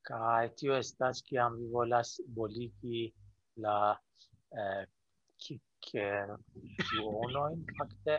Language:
Esperanto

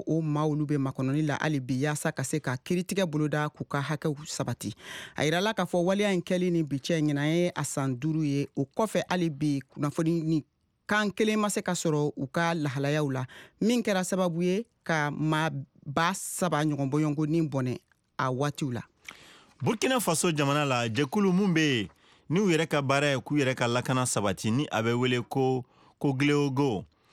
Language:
Bambara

